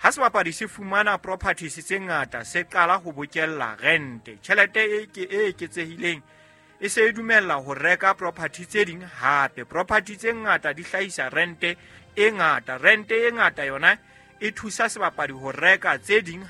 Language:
Southern Sotho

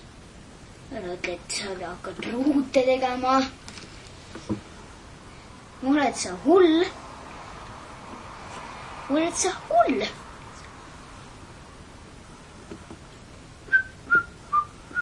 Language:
Estonian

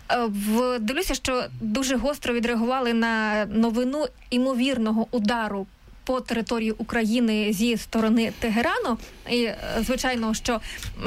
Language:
Ukrainian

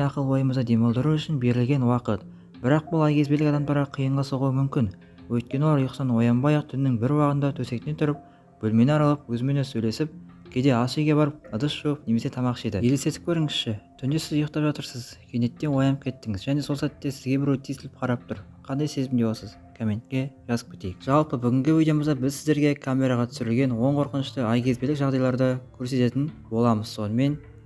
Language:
Kazakh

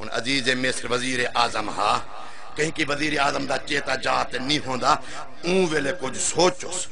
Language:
Saraiki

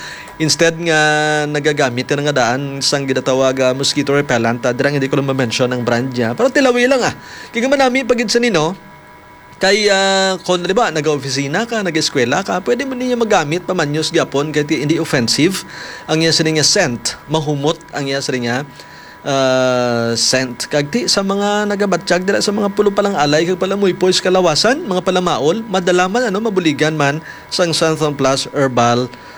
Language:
Hiligaynon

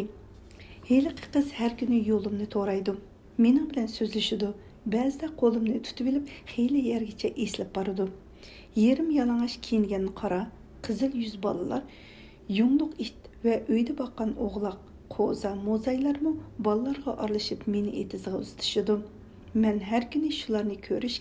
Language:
Uyghur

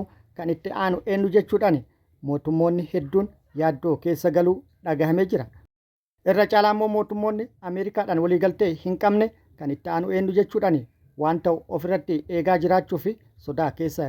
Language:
Oromo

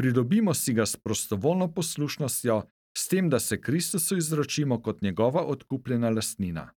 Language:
Slovenian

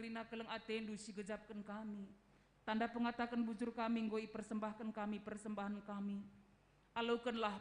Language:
Batak Karo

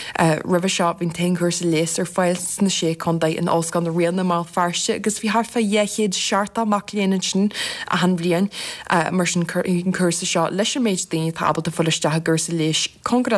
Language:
Irish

